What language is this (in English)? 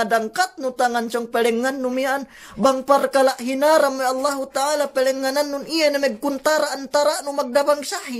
Yakan